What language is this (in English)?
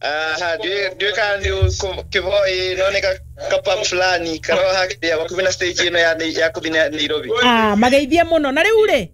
Kikuyu